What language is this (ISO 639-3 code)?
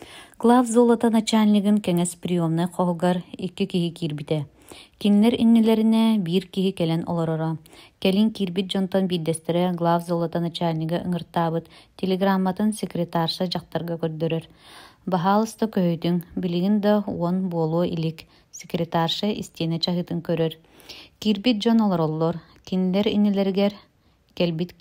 sah